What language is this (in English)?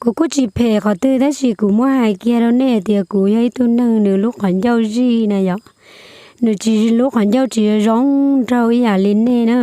Hmong